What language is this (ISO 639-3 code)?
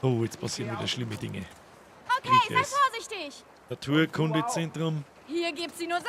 bar